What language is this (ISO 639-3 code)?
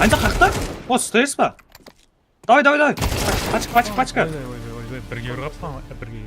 kaa